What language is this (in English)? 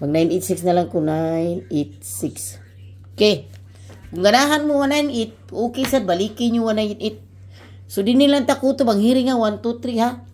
Cebuano